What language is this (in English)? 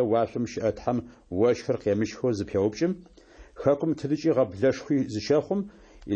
Adyghe